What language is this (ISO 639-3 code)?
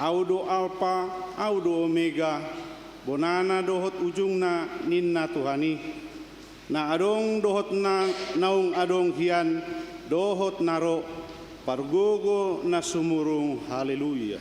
bbc